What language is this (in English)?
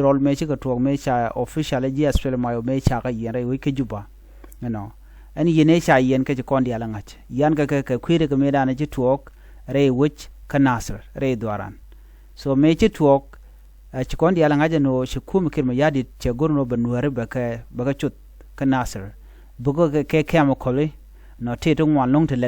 Nuer